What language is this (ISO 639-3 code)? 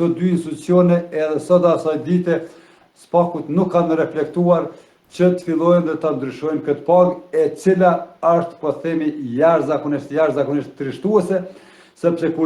sqi